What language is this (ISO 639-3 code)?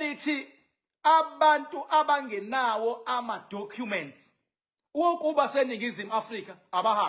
zul